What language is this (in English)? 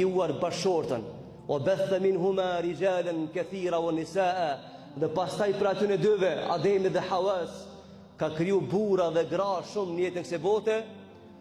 Albanian